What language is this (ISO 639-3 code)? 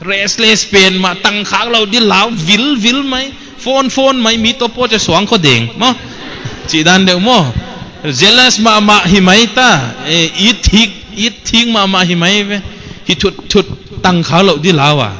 pck